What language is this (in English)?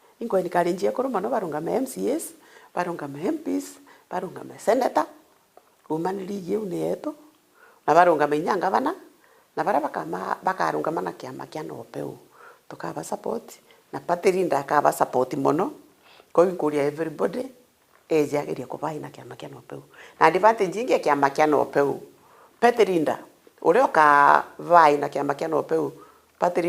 Meru